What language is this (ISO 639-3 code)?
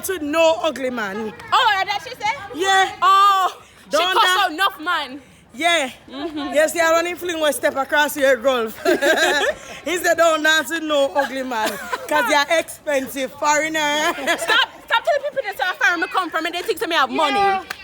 jam